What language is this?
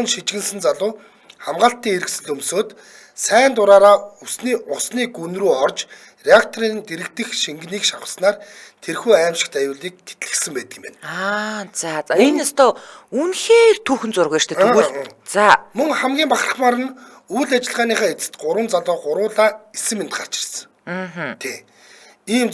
Mongolian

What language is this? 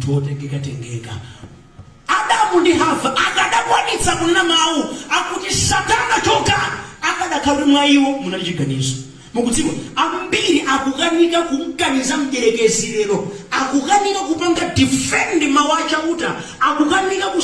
Nyanja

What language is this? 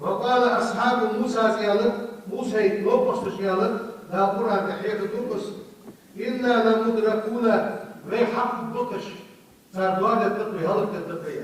Ingush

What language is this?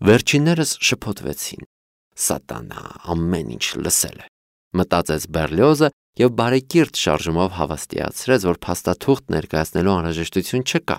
Armenian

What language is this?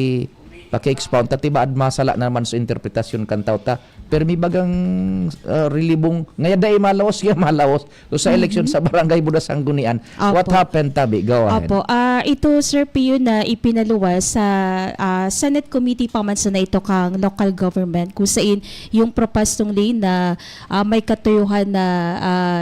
Bikol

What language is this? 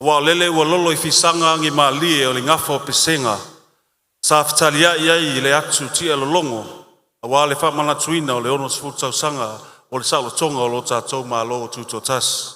Samoan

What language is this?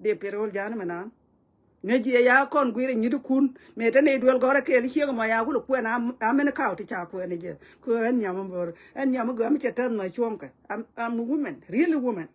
Nuer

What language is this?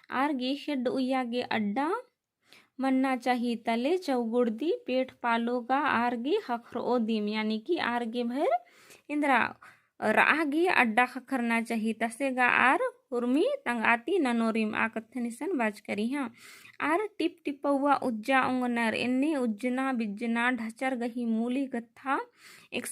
Kurukh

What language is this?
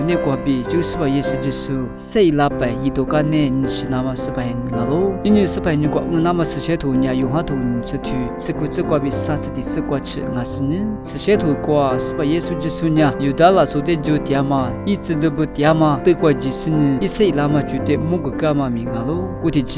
Lisu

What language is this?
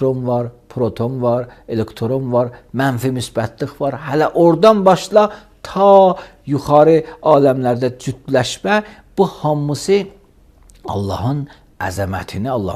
Azerbaijani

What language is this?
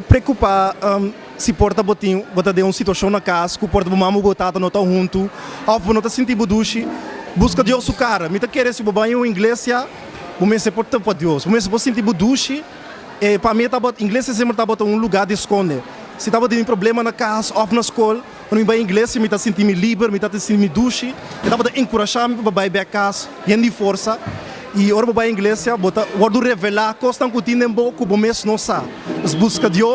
Papiamento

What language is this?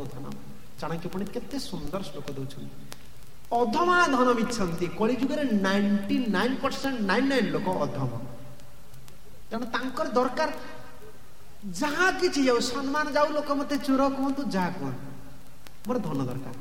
Odia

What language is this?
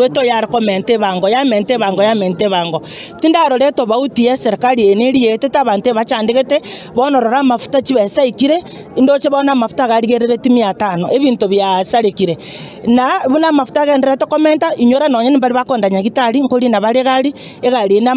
Gusii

